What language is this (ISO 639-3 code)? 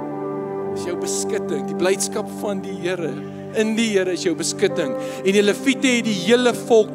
afr